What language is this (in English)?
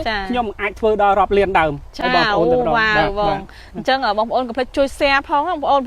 Khmer